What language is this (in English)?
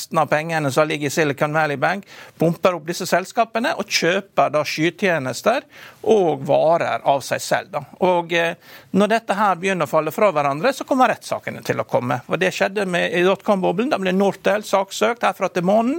Norwegian